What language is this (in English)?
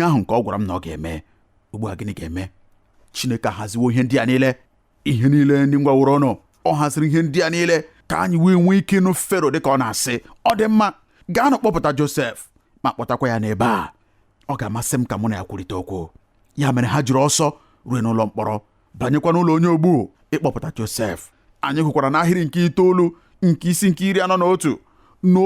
Igbo